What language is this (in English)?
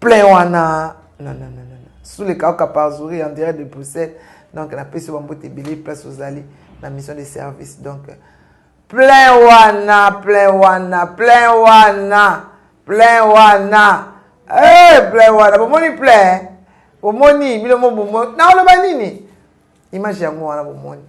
Lingala